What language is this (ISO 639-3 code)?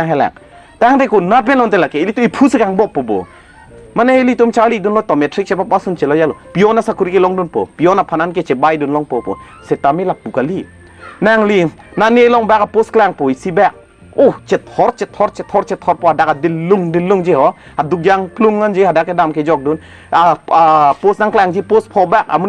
mjw